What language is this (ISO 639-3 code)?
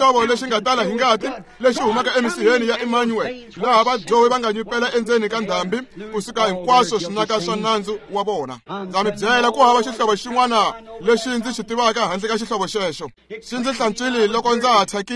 tso